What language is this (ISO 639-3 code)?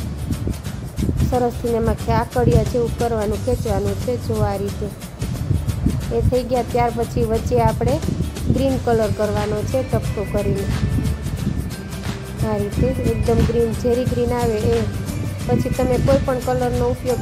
guj